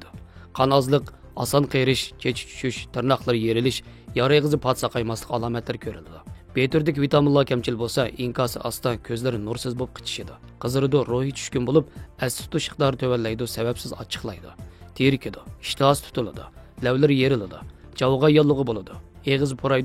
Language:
Uyghur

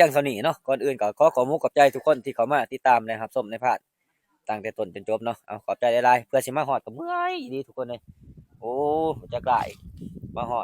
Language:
Lao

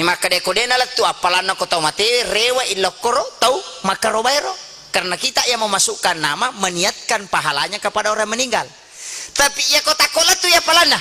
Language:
Buginese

